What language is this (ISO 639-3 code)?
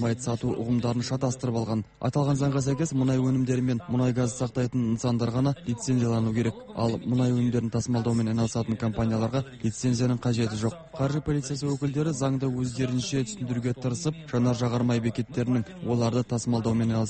kaz